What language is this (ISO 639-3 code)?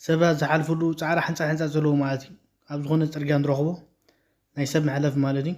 tir